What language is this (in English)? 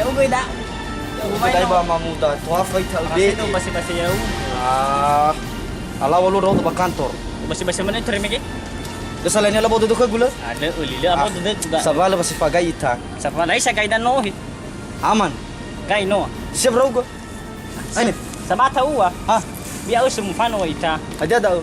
Nias